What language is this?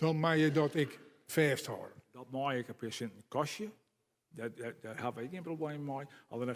Western Frisian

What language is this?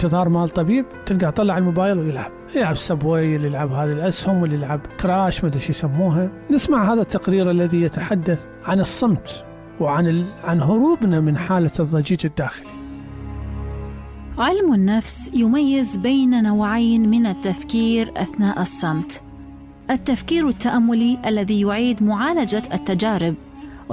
Arabic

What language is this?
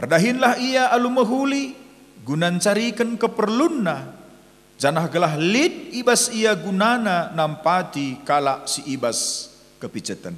Batak Karo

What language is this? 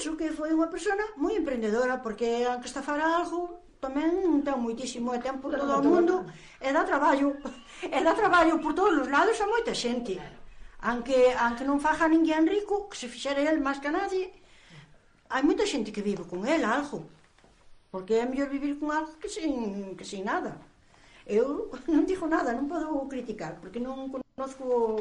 Galician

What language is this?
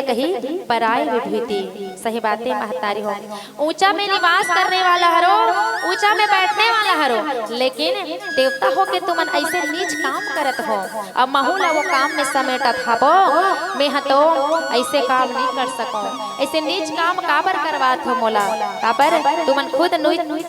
Chhattisgarhi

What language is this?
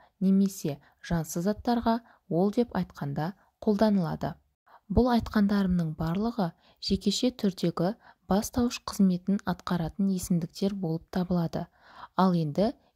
Kazakh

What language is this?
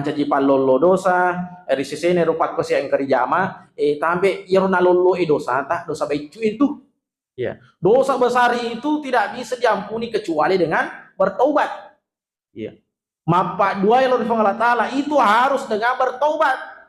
Buginese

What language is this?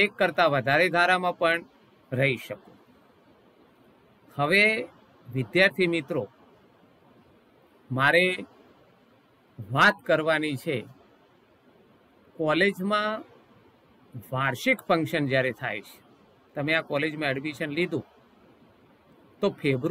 Gujarati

